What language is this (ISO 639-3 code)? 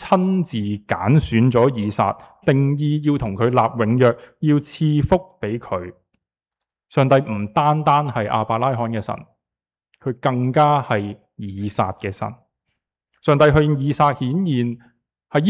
yue